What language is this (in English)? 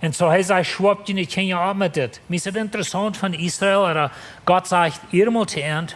Plautdietsch